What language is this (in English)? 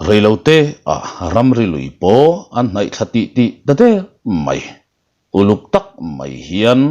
Mizo